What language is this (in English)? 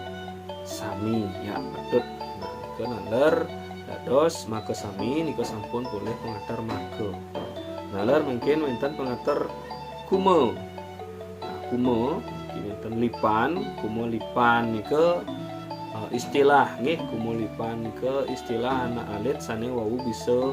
Balinese